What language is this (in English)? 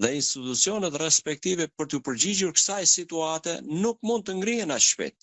Albanian